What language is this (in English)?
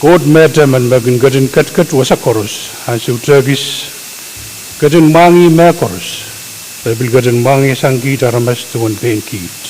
Pohnpeian